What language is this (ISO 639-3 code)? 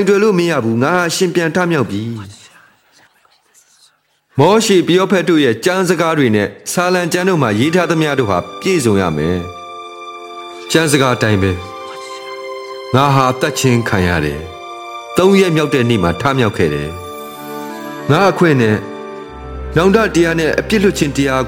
mya